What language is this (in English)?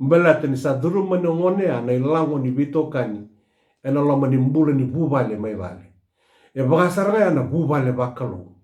Fijian